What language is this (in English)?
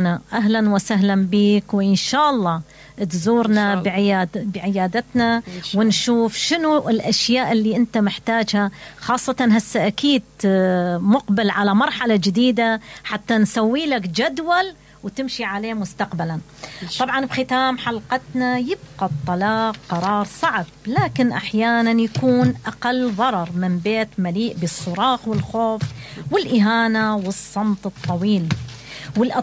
Mesopotamian Arabic